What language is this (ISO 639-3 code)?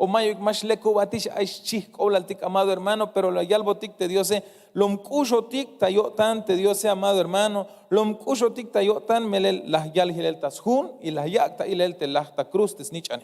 tzh